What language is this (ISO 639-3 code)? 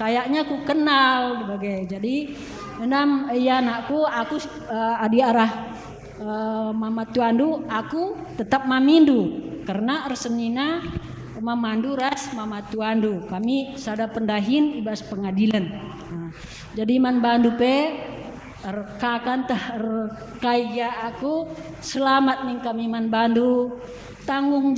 btx